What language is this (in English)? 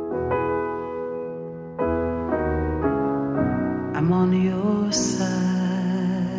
Polish